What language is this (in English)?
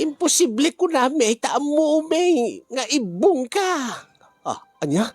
Iloko